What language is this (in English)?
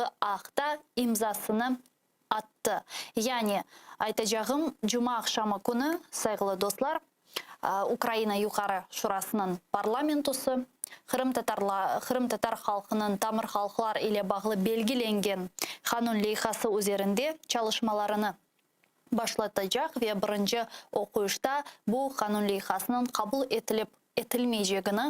Crimean Tatar